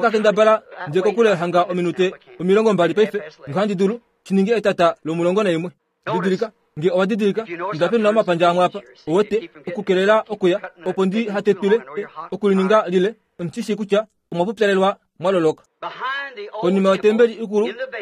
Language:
Kuanyama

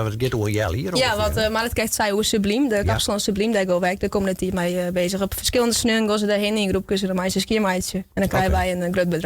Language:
Western Frisian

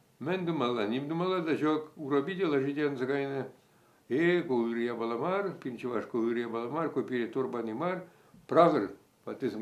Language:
Chuvash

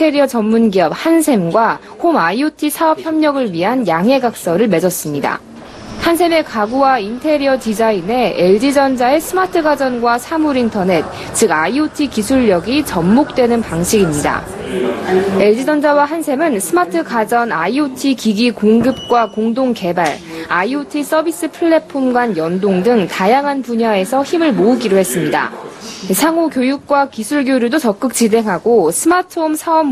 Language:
Korean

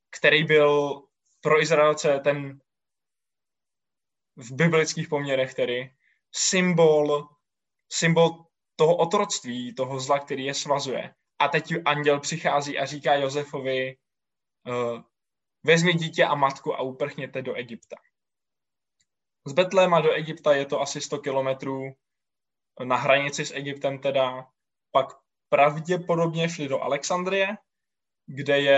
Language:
Czech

